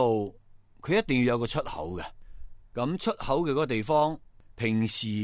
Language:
Cantonese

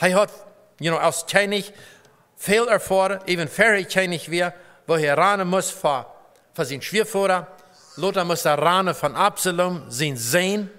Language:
Plautdietsch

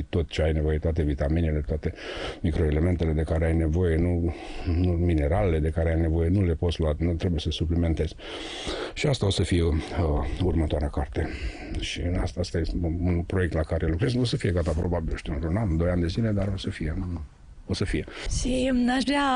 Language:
Romanian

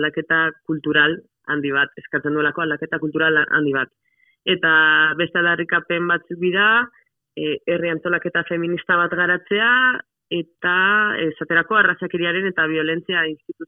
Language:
Basque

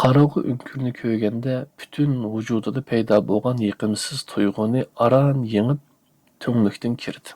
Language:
Uyghur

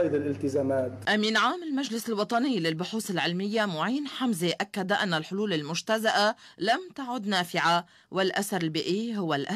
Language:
Arabic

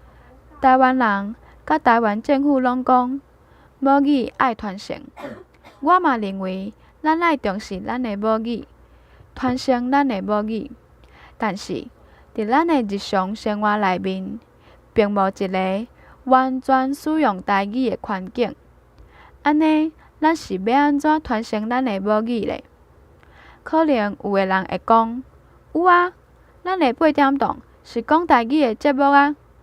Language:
Min Nan Chinese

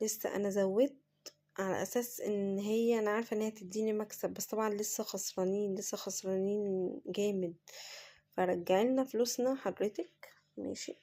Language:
Egyptian Arabic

